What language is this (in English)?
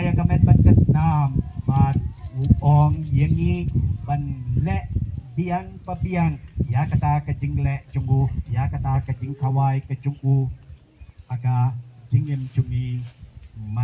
Khasi